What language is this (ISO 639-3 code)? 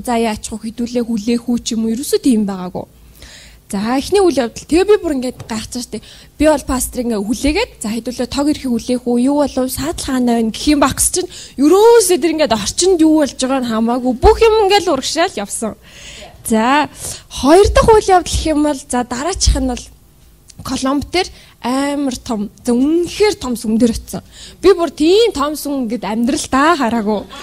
mon